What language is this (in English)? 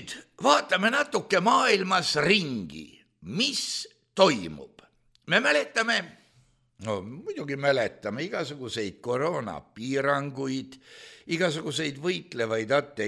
Estonian